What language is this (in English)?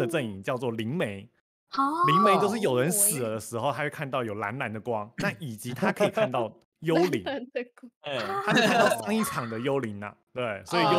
Chinese